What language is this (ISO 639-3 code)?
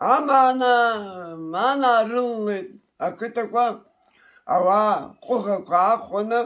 abk